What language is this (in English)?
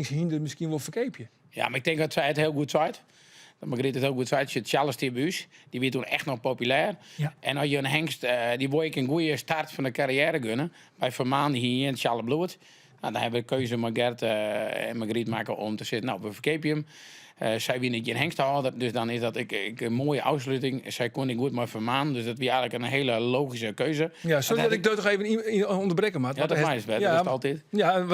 Western Frisian